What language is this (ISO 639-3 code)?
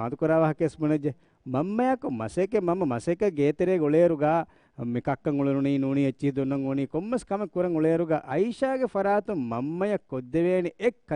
div